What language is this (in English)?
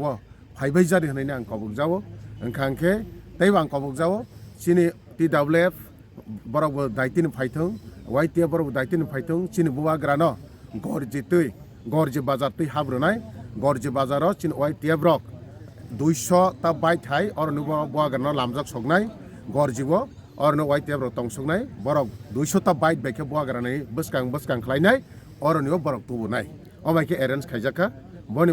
Kok Borok